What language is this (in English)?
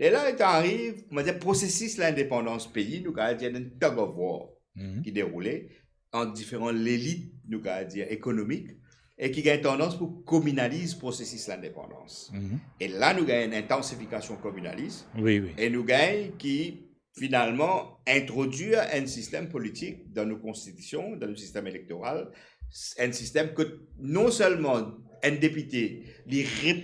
Morisyen